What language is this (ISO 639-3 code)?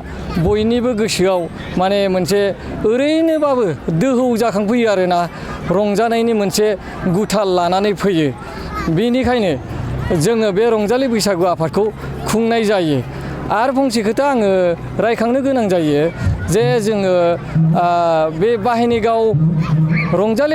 brx